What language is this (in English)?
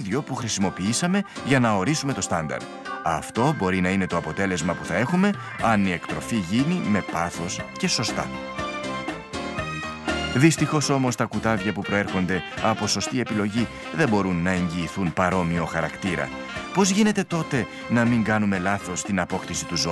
Greek